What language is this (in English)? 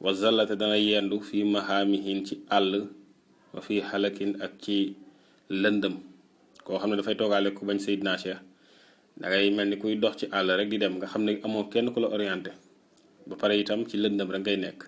Wolof